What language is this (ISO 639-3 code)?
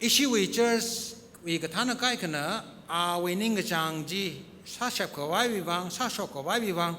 nmf